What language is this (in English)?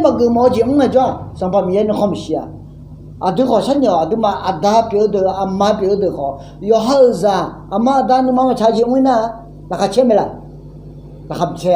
Akha